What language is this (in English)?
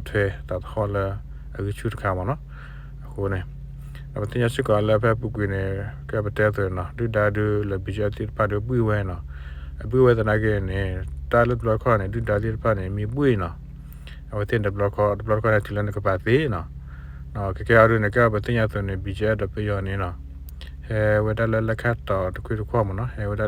S'gaw Karen